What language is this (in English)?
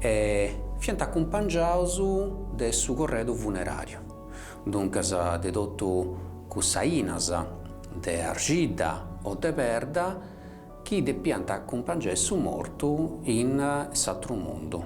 Sardinian